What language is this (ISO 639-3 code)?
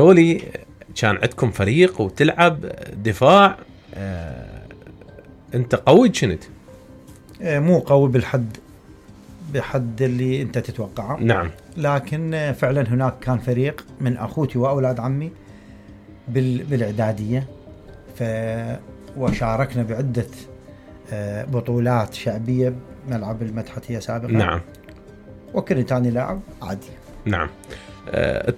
acm